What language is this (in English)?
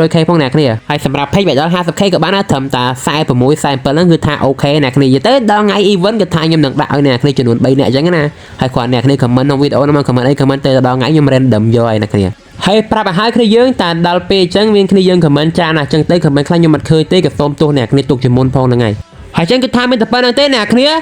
Khmer